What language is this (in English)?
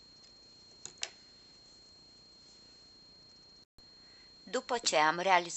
Romanian